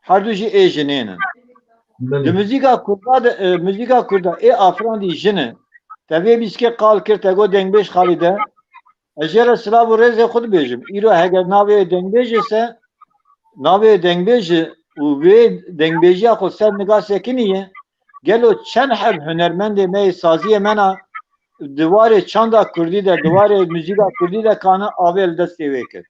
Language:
Kurdish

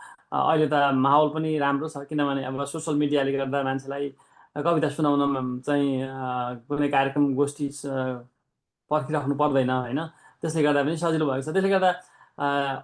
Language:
Nepali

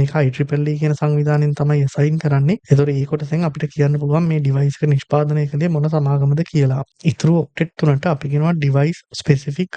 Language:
Sinhala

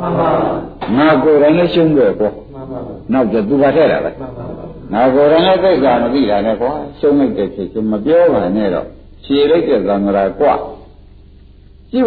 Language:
Burmese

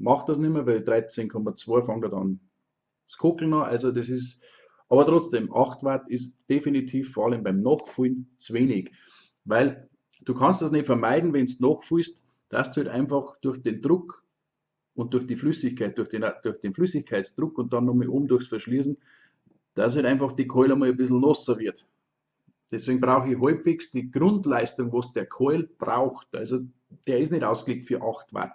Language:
Bavarian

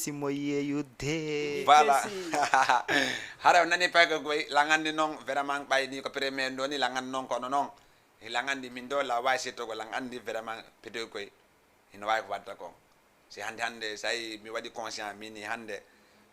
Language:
Fula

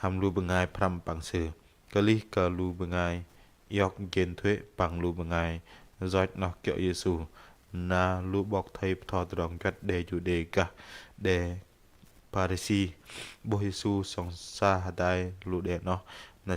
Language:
Bahnar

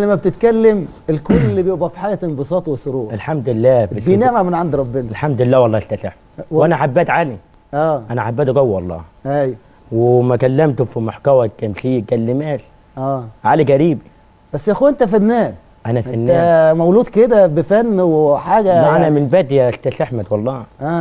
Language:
Egyptian Arabic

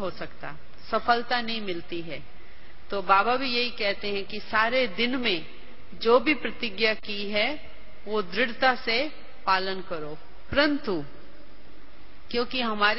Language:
Hindi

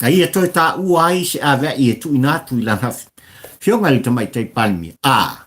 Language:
Samoan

